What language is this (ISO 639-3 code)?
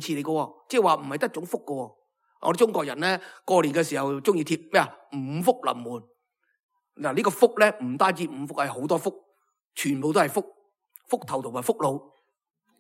yue